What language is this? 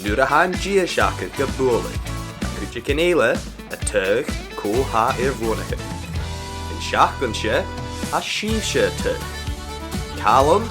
Scottish Gaelic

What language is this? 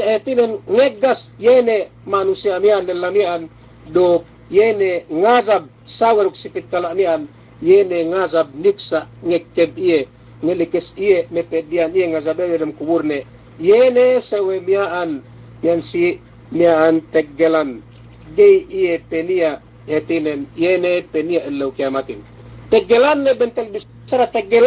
Yakan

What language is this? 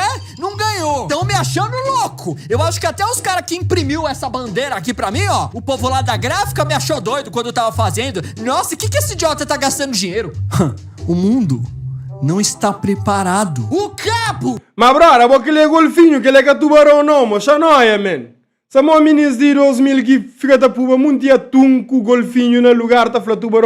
Kabuverdianu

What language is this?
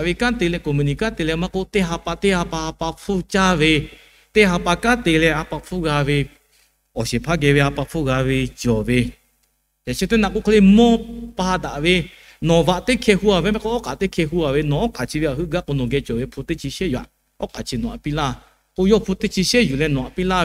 Lahu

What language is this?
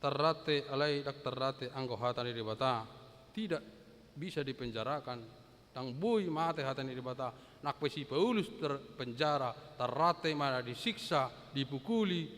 Batak Toba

